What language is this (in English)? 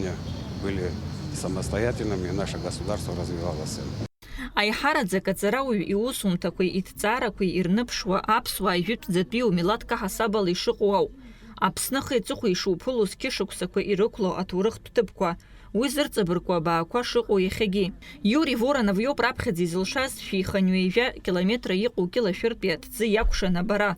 Abkhazian